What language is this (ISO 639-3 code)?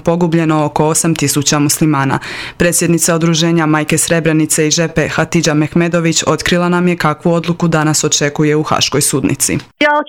hrv